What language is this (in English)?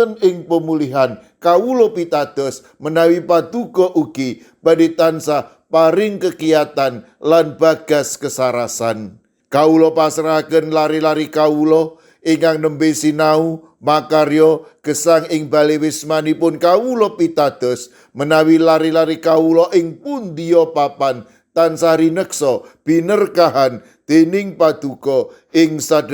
Javanese